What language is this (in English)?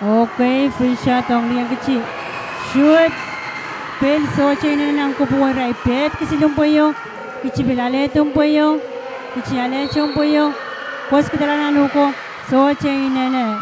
Pohnpeian